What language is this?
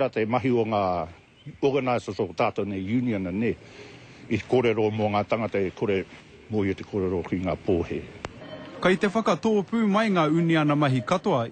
Māori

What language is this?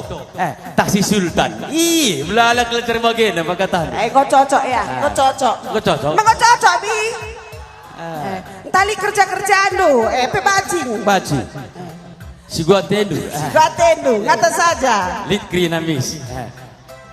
Batak Karo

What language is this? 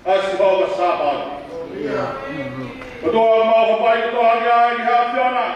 Tongan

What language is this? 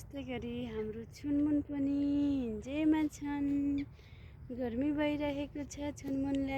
Nepali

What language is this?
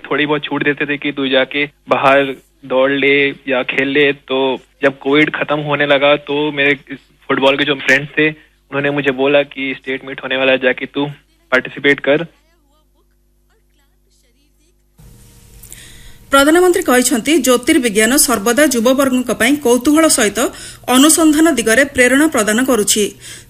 Odia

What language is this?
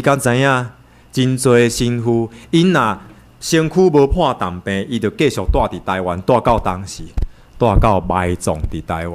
Min Nan Chinese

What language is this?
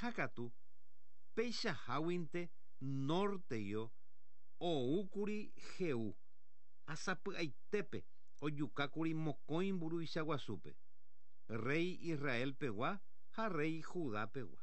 Guarani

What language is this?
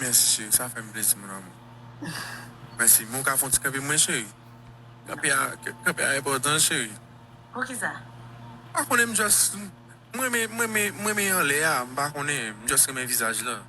Haitian Creole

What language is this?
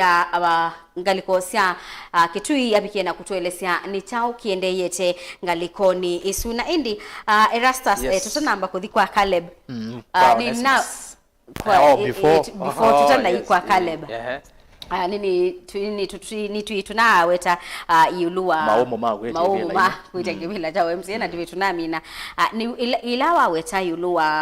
Kamba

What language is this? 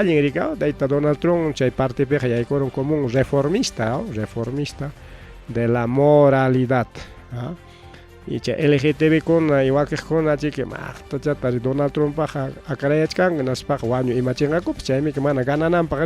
Ayacucho Quechua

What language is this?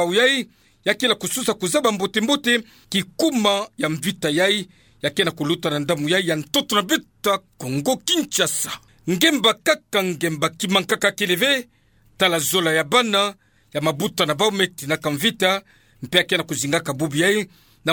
Kituba (Democratic Republic of Congo)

